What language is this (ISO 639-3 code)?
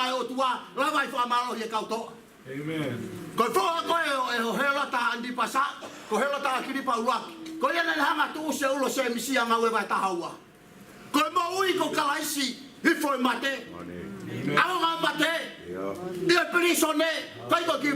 ton